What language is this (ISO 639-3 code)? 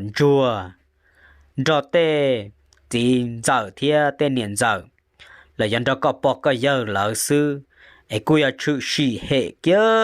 hmn